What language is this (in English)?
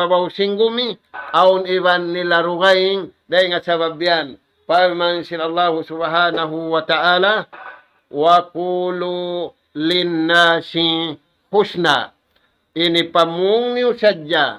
Tausug